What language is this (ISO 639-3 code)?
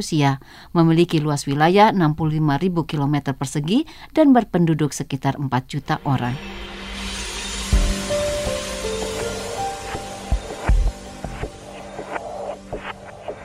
ind